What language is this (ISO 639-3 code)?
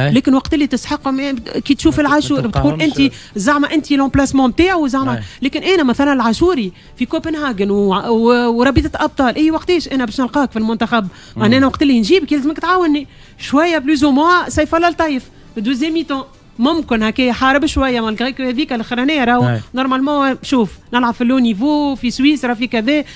aeb